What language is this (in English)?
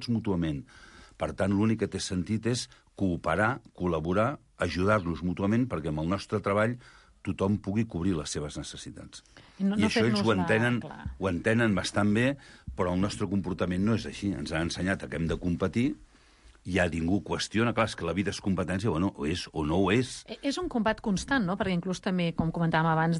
Catalan